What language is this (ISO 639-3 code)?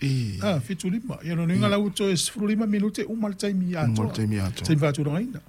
smo